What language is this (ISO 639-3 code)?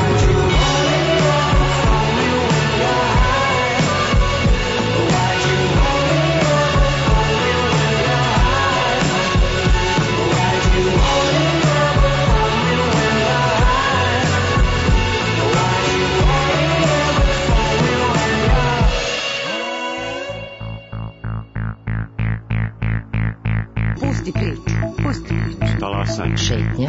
srp